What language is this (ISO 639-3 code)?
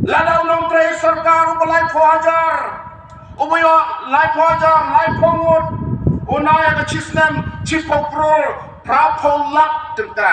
kha